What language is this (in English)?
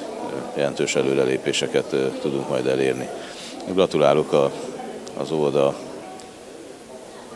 Hungarian